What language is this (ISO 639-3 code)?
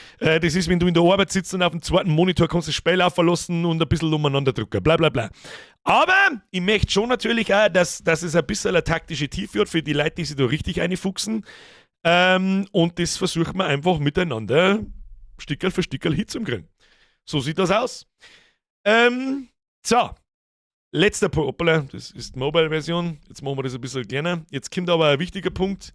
bar